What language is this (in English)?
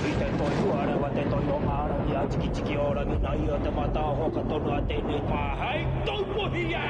Māori